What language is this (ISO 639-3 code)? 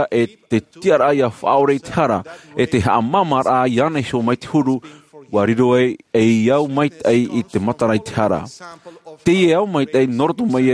tah